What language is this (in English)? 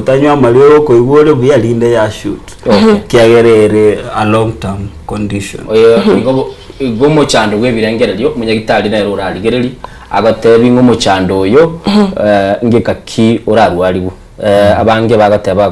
Gusii